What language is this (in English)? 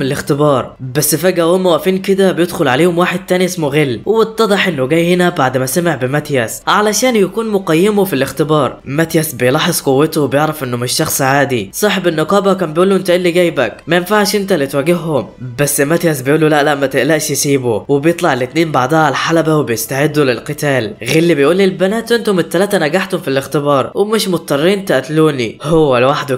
Egyptian Arabic